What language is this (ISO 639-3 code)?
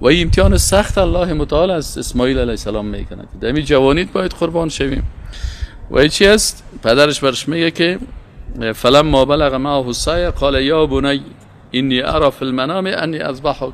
fas